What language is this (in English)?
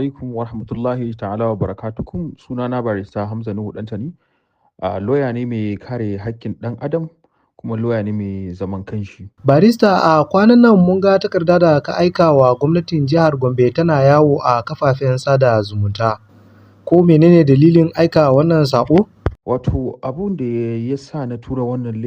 Hausa